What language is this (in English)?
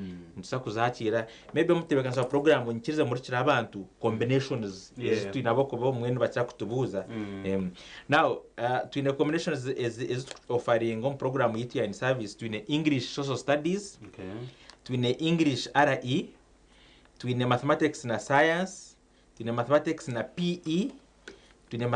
Nyankole